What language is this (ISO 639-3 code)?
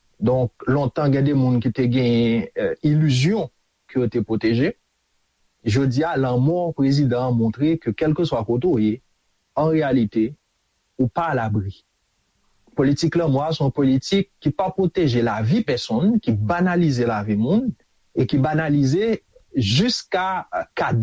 hat